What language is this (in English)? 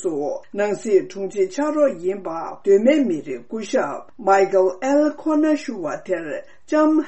Tibetan